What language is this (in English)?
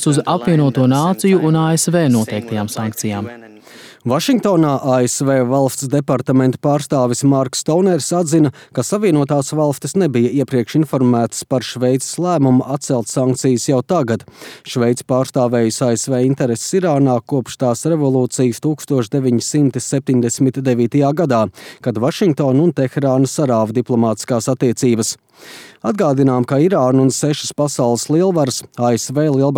Latvian